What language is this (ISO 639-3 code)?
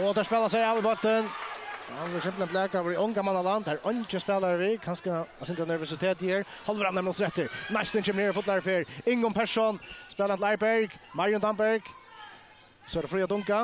fao